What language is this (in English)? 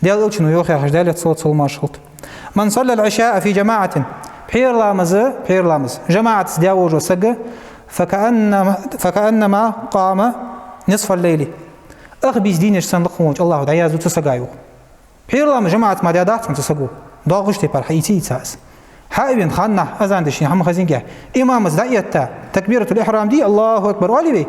Ingush